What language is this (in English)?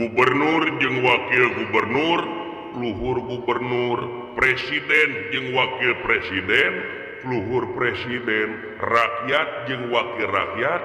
Sundanese